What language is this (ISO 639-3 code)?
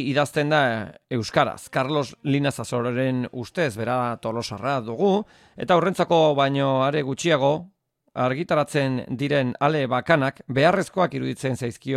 eus